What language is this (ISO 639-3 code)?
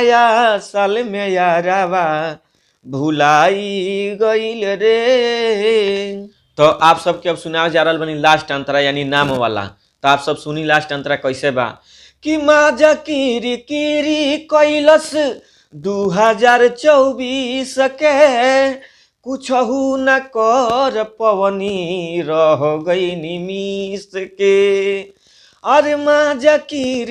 bho